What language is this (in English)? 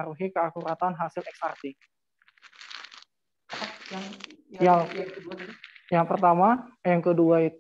Indonesian